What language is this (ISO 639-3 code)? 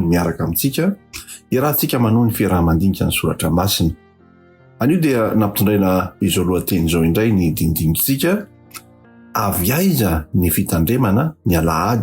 mlg